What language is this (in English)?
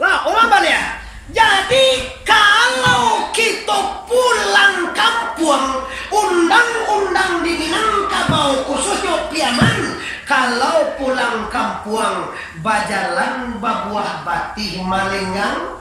Minangkabau